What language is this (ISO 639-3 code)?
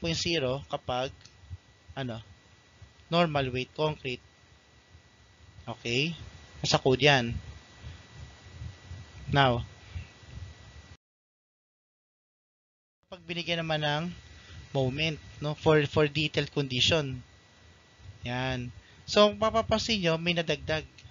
fil